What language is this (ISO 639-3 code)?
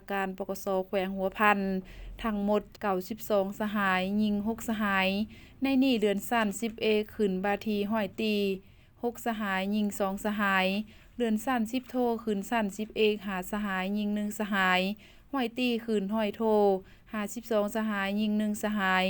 lao